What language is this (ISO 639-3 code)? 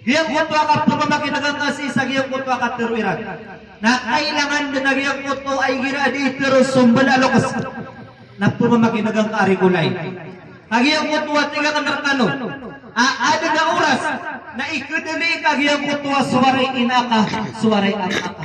mrw